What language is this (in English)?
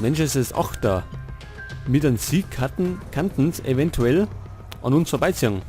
Bavarian